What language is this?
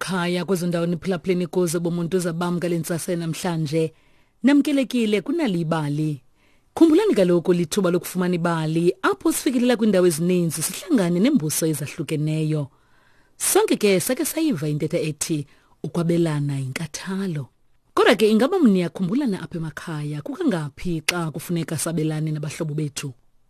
Xhosa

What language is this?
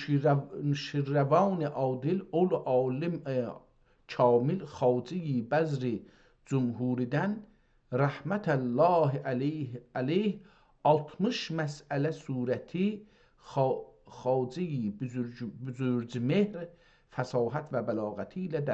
South Azerbaijani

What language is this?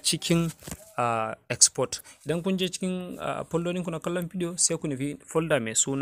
Hausa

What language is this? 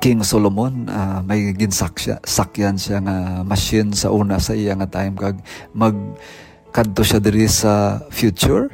Hiligaynon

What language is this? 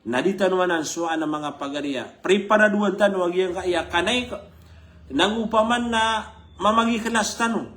Maranao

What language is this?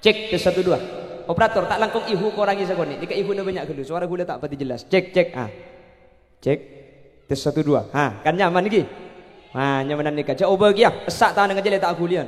Madurese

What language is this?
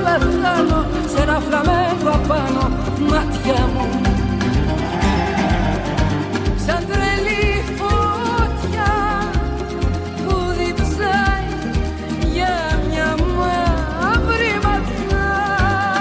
Greek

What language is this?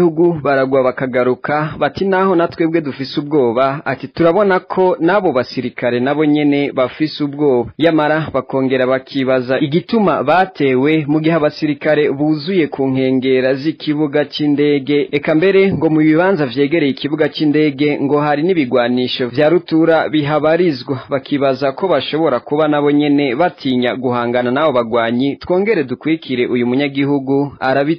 Rundi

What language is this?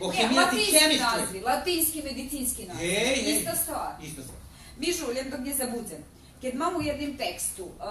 Rusyn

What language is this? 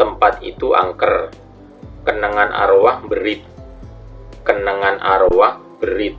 Madurese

